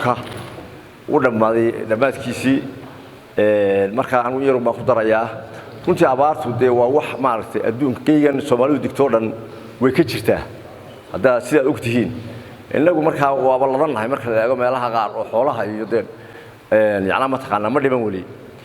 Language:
Somali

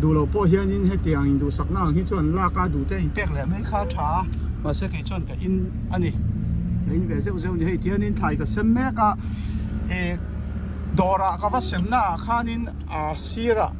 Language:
Mizo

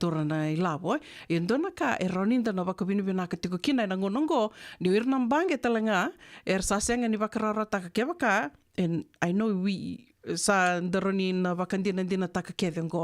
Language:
Fijian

